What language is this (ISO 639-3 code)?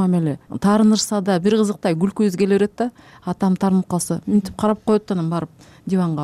kir